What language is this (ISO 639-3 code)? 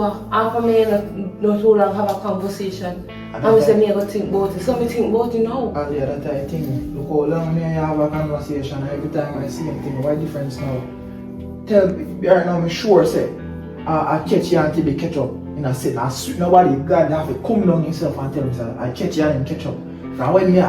jam